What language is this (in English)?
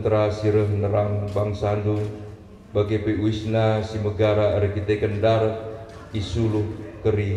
Batak Karo